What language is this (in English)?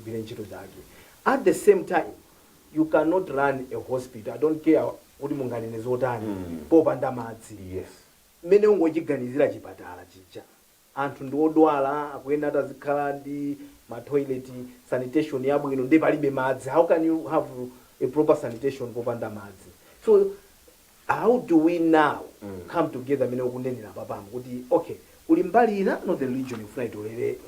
Nyanja